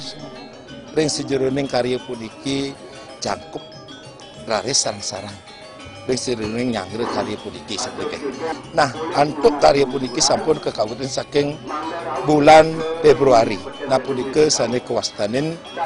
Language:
Balinese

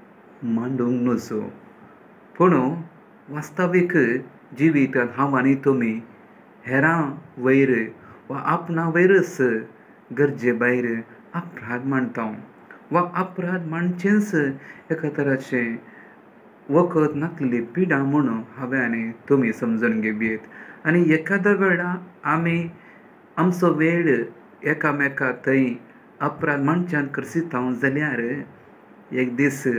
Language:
Konkani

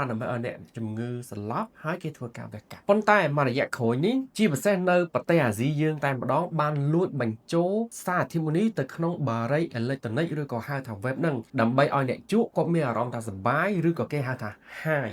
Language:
Khmer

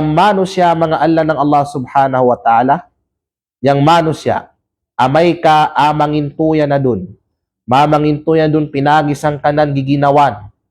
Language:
Kalagan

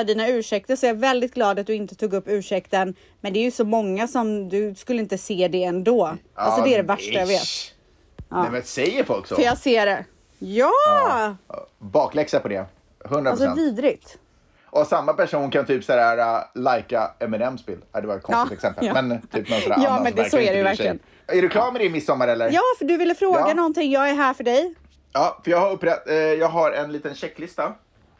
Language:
Swedish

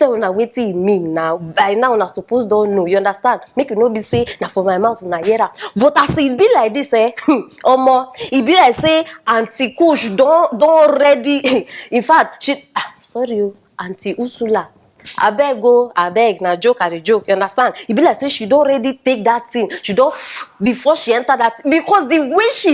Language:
Nigerian Pidgin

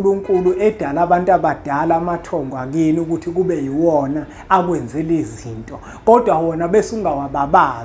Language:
Zulu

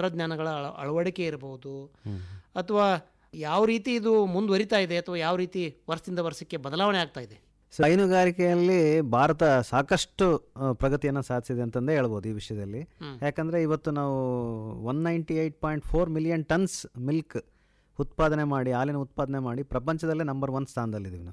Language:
Kannada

